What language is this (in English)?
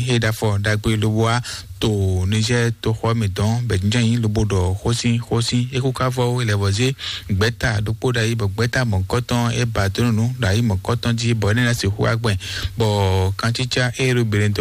Fon